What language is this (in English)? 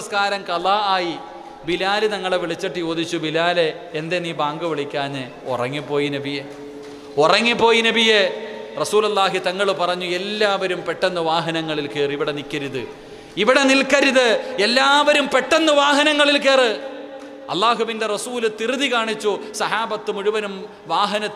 Malayalam